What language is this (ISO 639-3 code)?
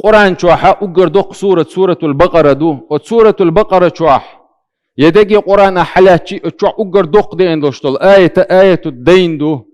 che